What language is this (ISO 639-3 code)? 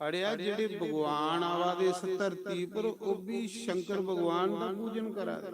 doi